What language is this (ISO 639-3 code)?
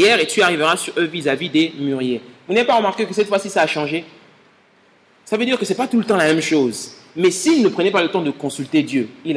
fra